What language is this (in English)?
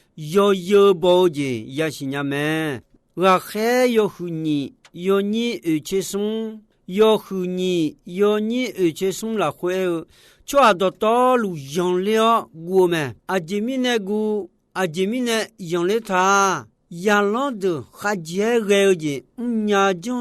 Akha